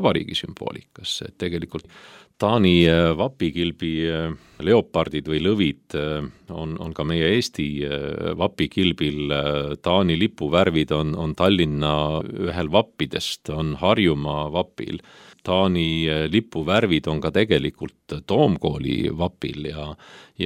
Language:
Estonian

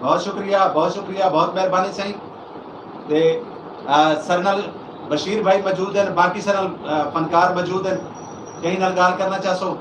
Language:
Saraiki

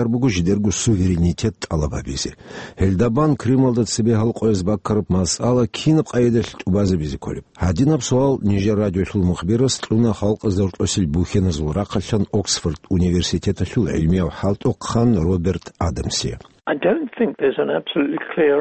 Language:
Avaric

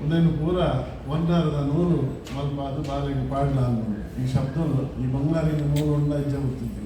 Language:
Tulu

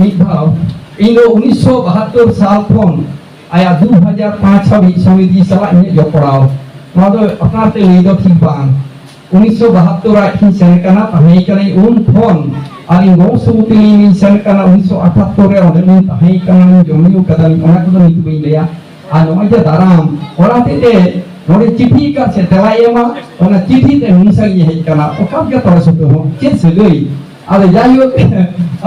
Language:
Santali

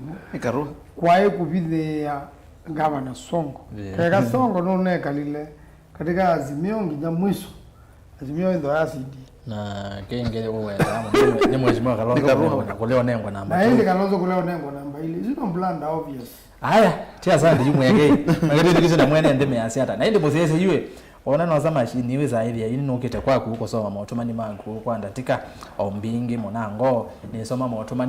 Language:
Kamba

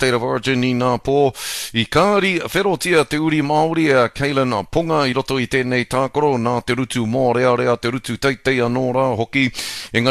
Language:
Māori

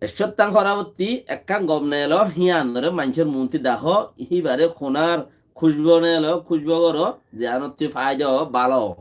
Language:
Rohingya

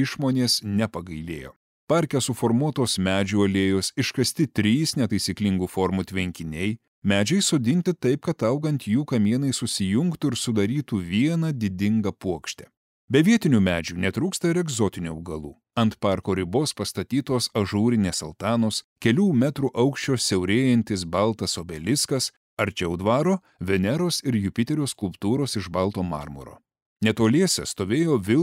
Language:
Lithuanian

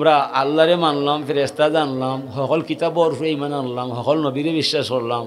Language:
Sylheti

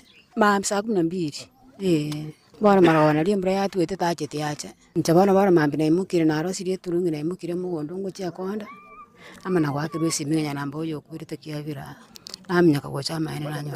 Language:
Gusii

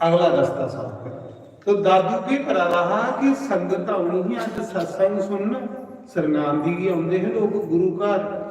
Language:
Dogri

